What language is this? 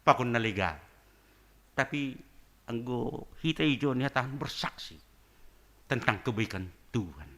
Batak Simalungun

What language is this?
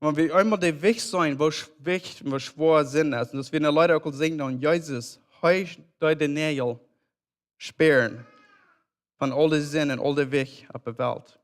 Plautdietsch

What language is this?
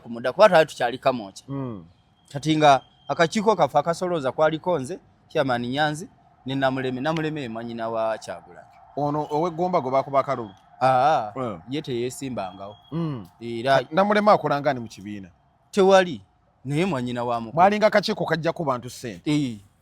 Ganda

